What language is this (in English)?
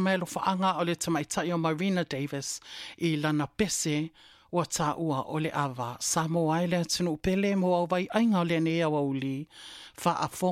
Samoan